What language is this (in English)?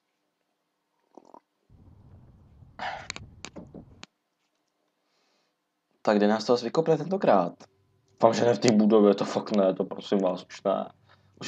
Czech